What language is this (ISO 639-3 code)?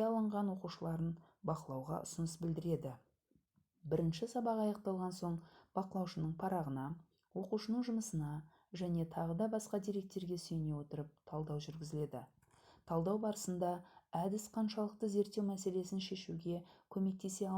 kaz